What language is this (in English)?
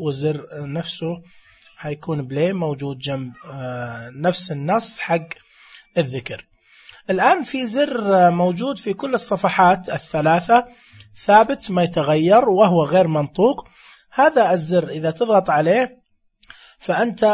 Najdi Arabic